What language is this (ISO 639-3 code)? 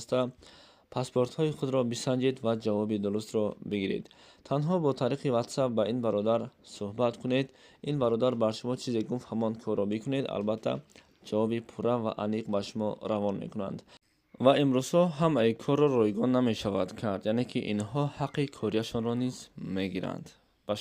tgk